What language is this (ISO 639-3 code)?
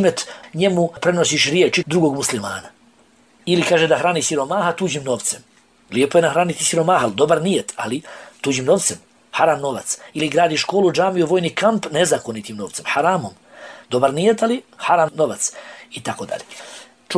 bos